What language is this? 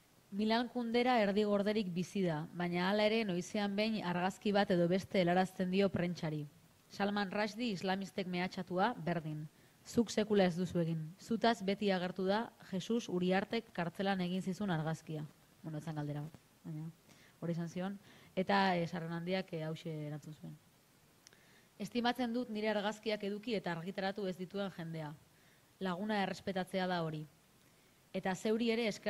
Basque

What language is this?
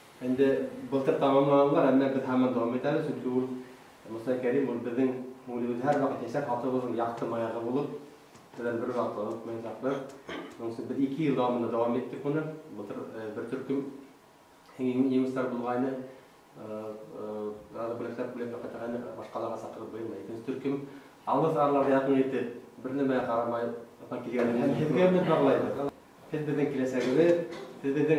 Bashkir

